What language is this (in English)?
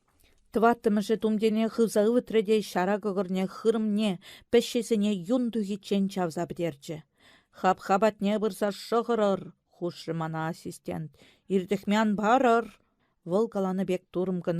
Chuvash